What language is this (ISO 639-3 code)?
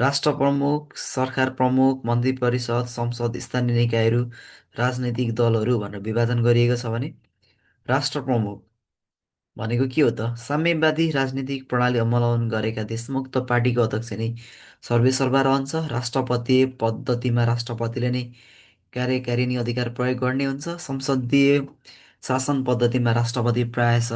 nep